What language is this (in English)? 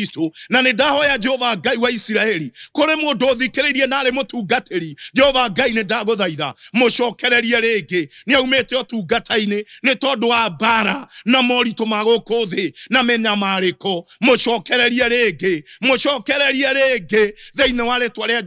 Kikuyu